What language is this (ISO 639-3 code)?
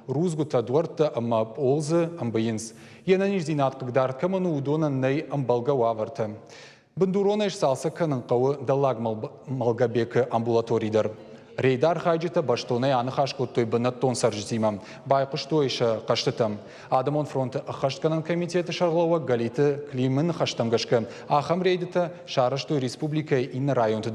oss